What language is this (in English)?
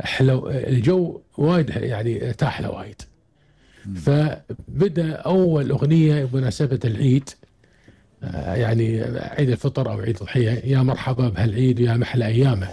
Gulf Arabic